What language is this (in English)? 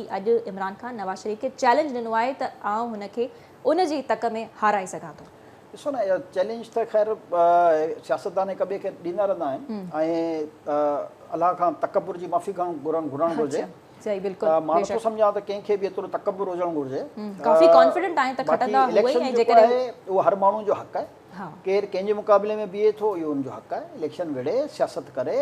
Sindhi